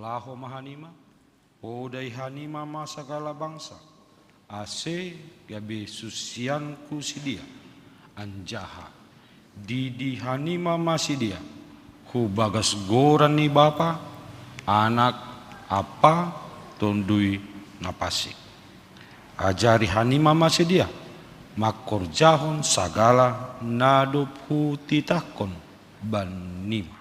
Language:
Batak Simalungun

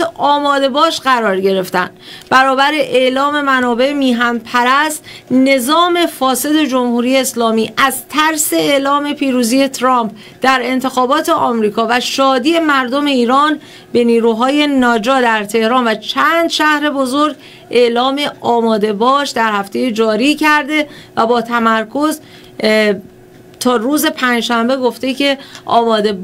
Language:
Persian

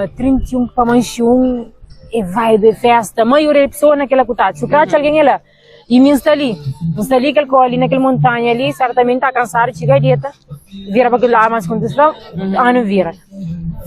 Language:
Kabuverdianu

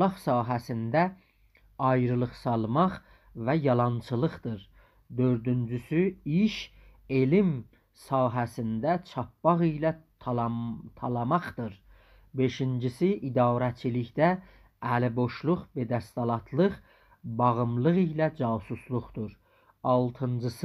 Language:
South Azerbaijani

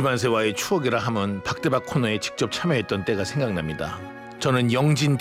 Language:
Korean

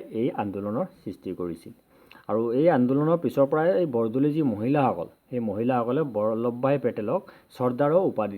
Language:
Assamese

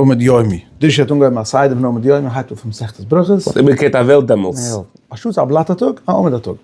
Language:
Yiddish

